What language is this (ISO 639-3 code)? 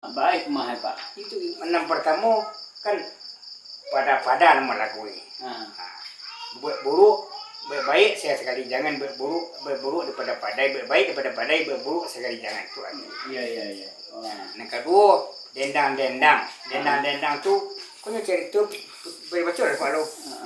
min